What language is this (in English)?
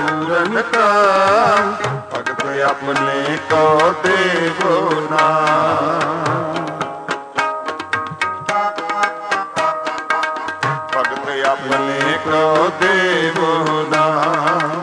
Punjabi